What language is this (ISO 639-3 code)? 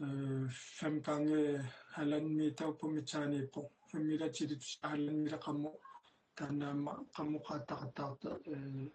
kal